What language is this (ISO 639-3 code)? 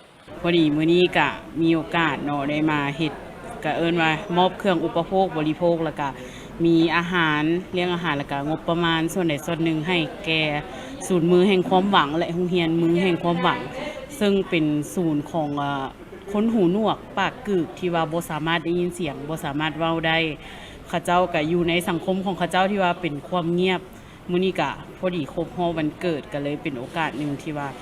lao